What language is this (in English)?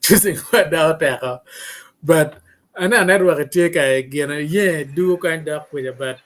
Acoli